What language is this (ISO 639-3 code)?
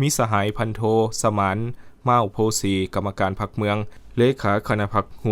lao